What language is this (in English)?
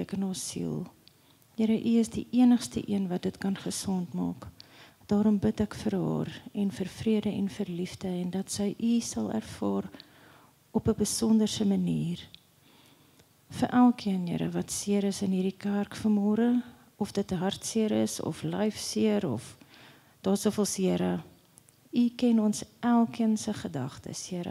Afrikaans